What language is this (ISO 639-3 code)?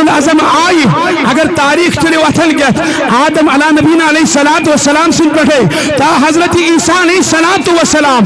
kas